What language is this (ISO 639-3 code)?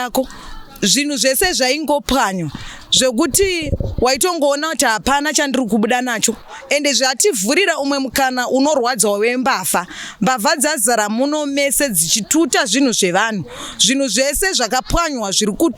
sna